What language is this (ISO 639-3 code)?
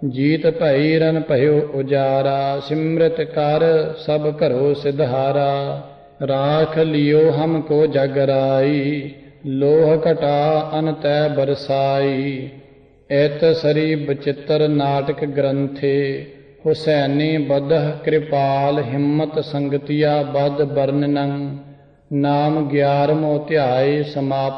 pan